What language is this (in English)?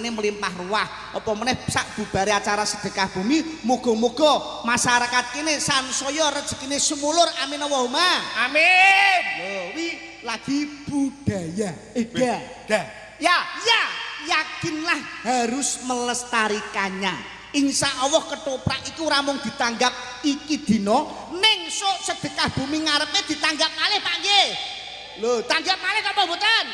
Javanese